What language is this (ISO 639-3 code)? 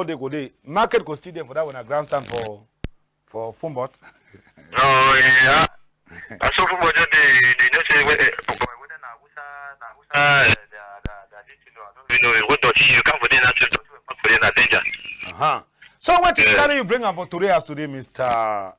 wes